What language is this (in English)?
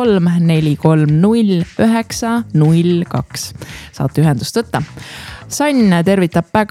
Estonian